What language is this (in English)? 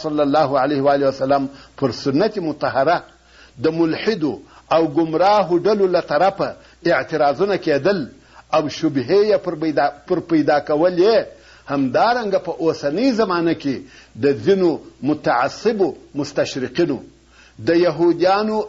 Pashto